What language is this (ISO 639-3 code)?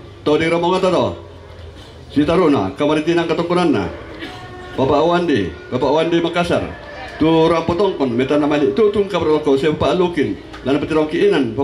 sda